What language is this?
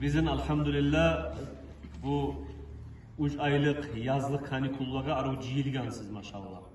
Kumyk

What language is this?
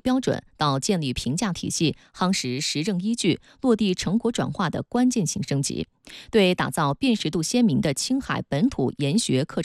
Chinese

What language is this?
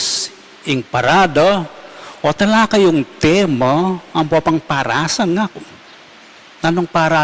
Pampanga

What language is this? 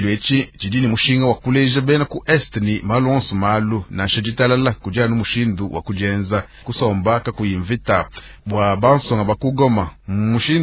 Luba-Lulua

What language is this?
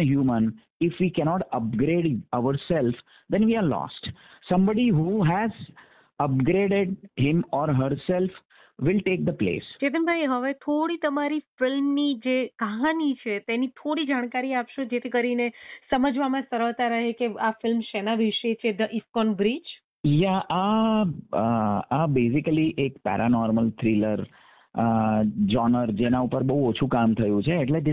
Gujarati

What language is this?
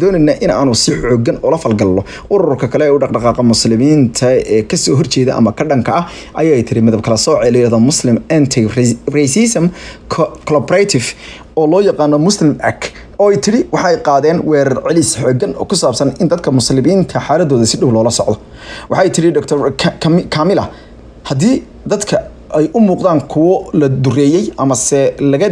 Somali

